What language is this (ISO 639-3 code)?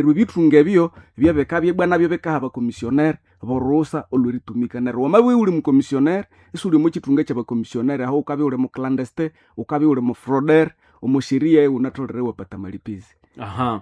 nnb